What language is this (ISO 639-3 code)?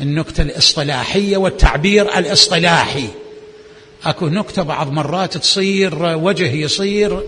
acm